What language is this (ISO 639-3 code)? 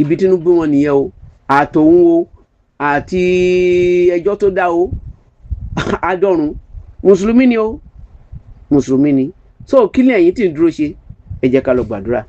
yor